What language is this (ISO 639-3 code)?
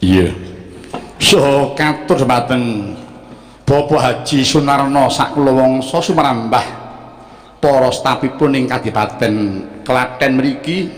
jav